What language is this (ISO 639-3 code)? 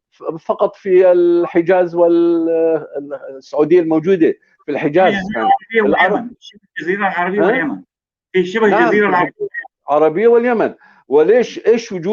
apc